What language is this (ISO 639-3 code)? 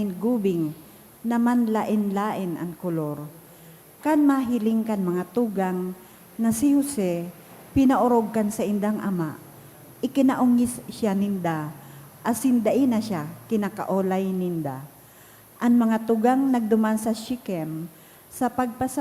bik